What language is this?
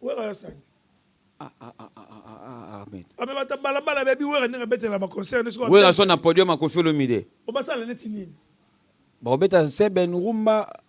Lingala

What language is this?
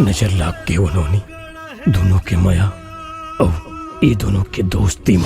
Chhattisgarhi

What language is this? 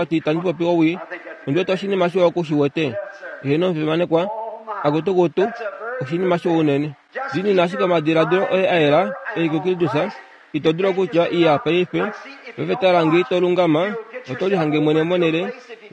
Kuanyama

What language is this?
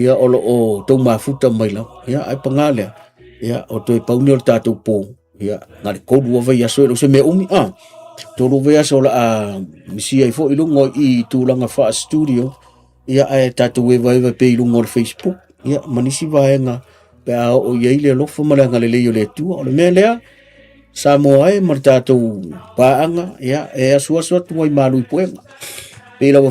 Samoan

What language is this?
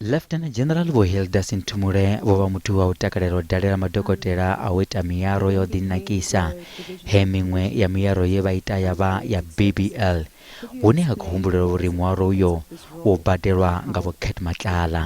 Venda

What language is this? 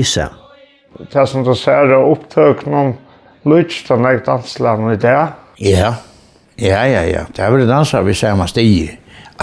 Faroese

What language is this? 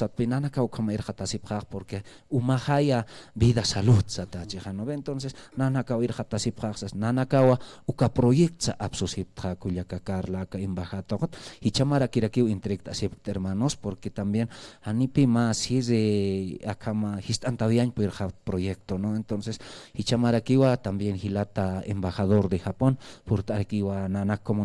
Aymara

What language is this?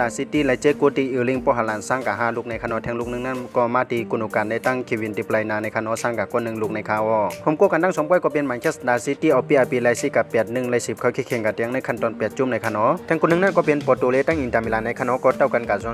Shan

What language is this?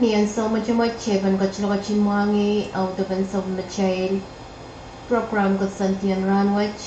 Pohnpeian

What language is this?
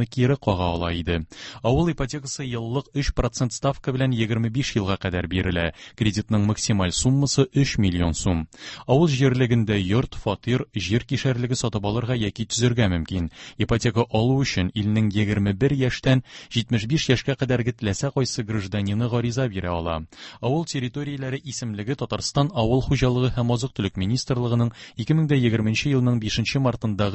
Tatar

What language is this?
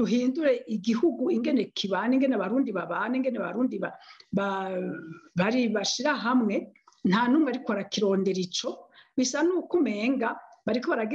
Rundi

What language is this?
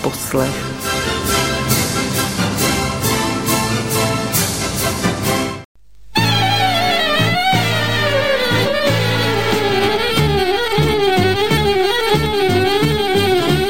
Czech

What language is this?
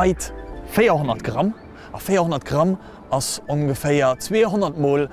Luxembourgish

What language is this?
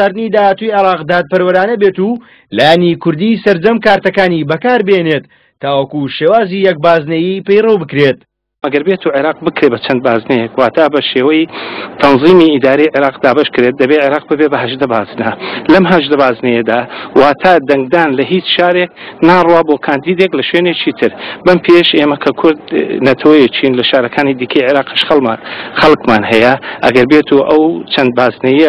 Central Kurdish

